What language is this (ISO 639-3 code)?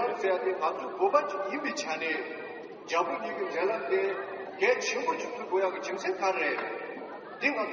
bod